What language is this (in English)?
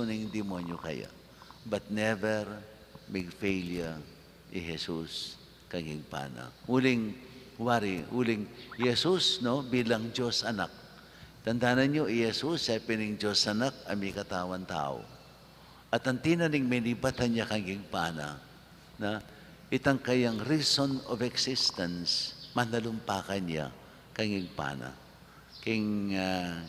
Pampanga